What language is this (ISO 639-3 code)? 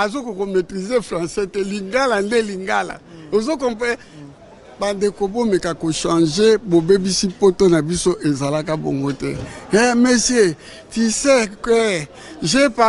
lin